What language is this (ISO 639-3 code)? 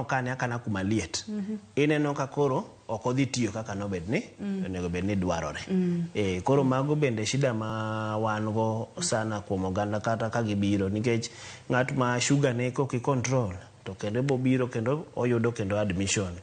luo